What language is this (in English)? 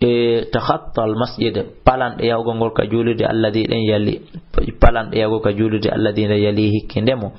Fula